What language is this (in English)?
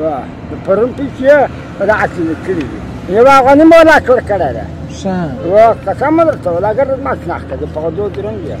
Pashto